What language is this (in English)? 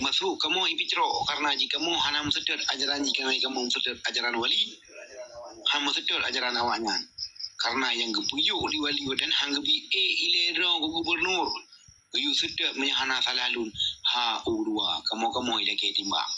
Achinese